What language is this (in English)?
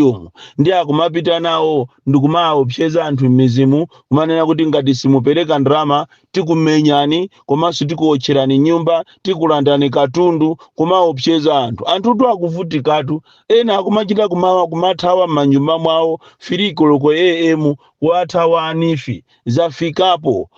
Nyanja